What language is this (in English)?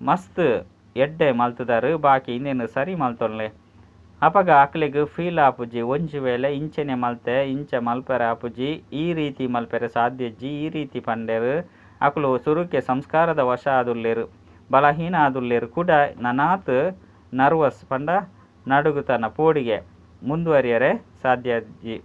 Tulu